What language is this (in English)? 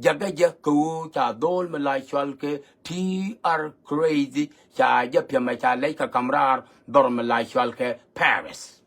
Nuer